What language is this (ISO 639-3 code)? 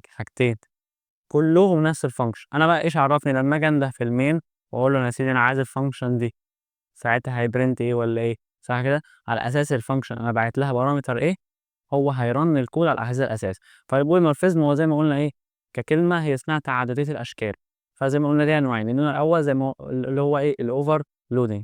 arz